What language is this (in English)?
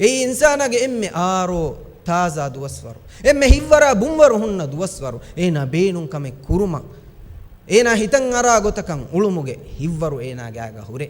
Divehi